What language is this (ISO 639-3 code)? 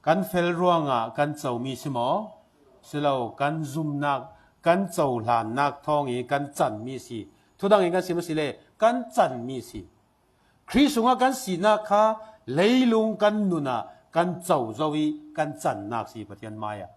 cfm